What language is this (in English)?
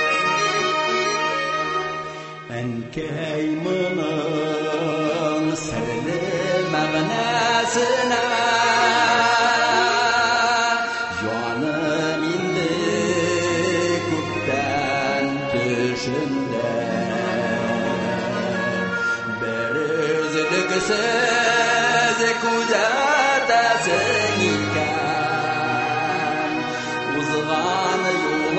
Tatar